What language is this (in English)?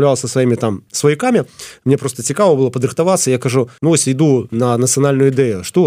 Belarusian